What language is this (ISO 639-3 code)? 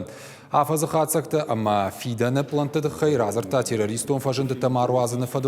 oss